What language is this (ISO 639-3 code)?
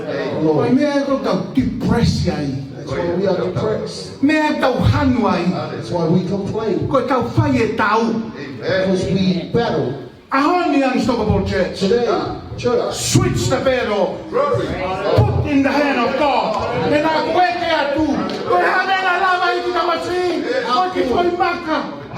ton